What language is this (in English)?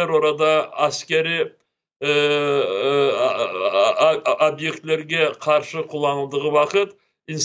Crimean Tatar